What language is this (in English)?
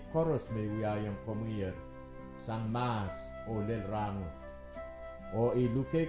Pohnpeian